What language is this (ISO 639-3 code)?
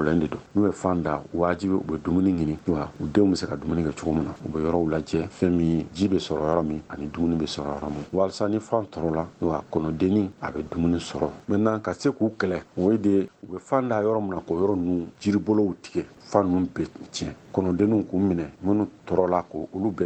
bam